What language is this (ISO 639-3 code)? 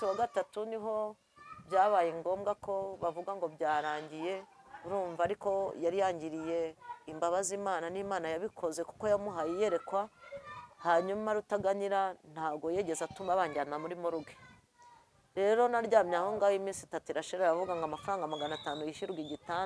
kin